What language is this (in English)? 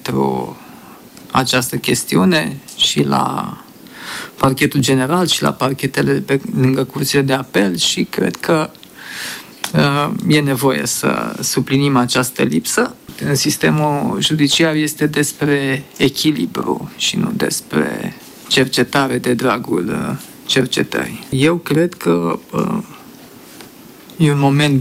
Romanian